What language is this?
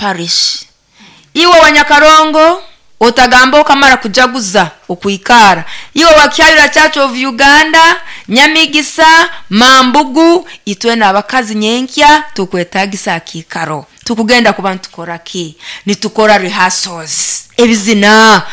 Nyoro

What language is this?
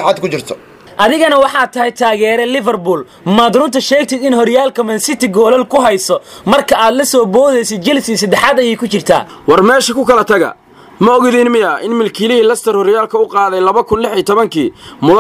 Somali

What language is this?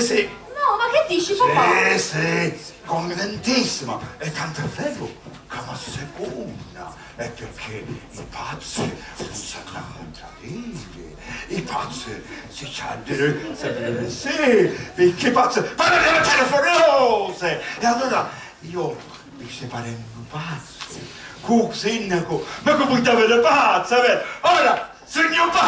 Sicilian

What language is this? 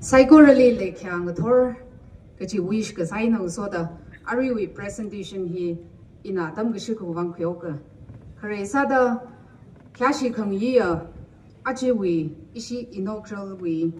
Tangkhul Naga (India)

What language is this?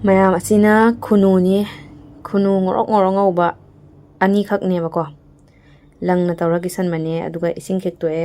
Manipuri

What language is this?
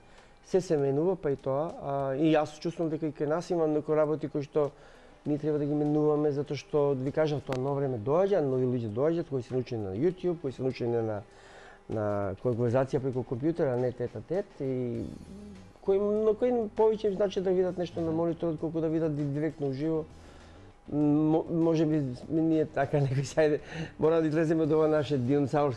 Macedonian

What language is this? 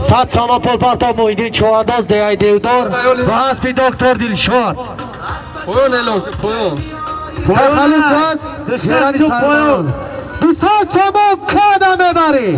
Tajik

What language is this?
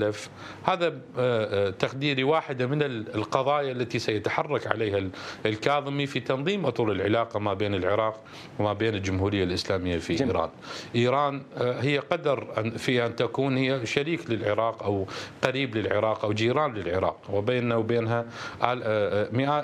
Mesopotamian Arabic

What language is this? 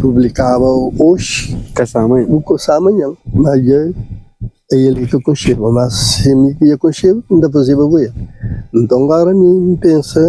Kabuverdianu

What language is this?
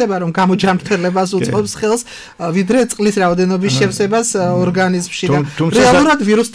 Georgian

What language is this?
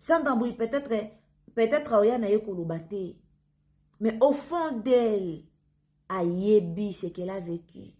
Lingala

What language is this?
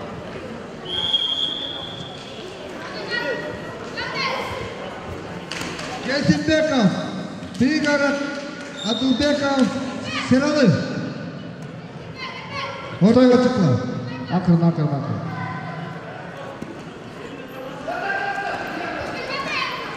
Kazakh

